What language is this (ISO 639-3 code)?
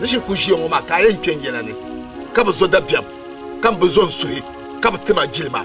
dag